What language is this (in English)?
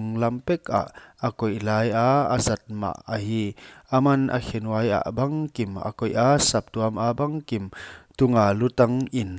Paite Chin